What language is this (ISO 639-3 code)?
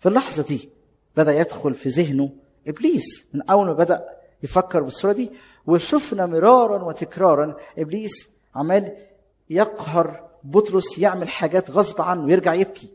arz